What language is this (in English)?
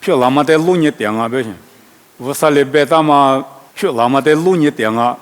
Lisu